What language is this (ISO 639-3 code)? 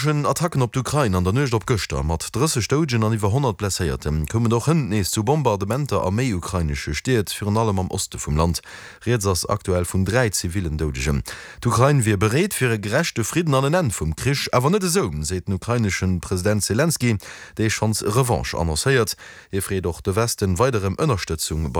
ltz